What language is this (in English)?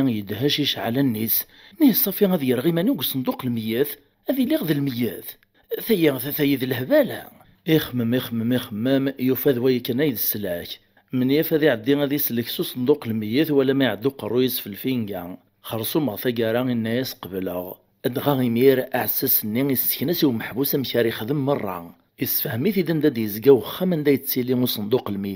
Kabyle